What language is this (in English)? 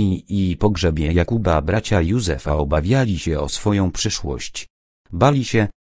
Polish